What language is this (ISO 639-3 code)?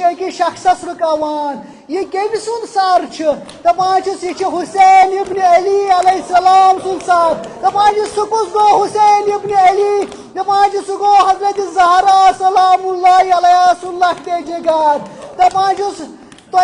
kas